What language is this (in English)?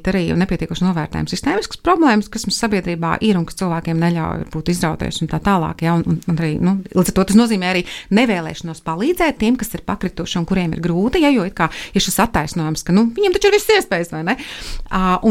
Latvian